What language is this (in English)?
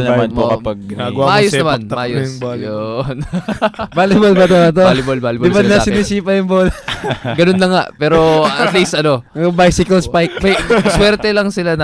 Filipino